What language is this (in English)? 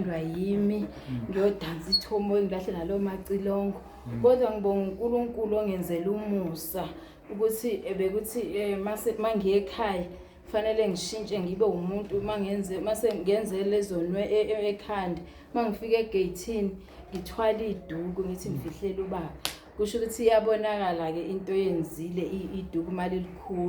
Zulu